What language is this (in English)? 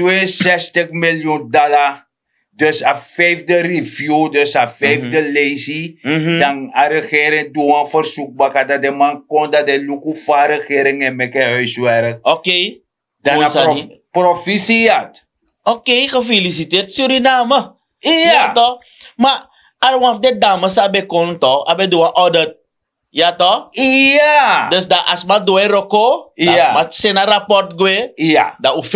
Sranan Tongo